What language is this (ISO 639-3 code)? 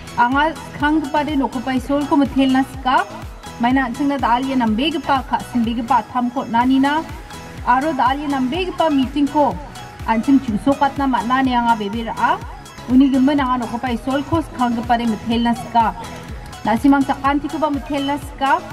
grt